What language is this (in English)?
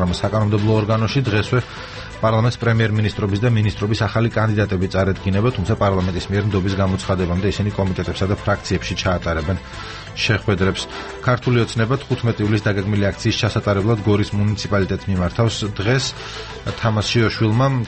Georgian